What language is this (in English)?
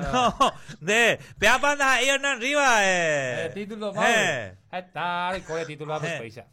Guarani